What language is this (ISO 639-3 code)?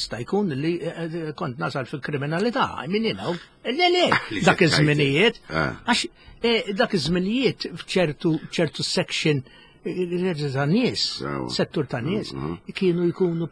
mlt